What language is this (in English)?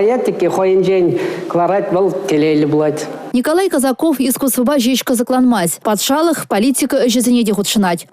Chuvash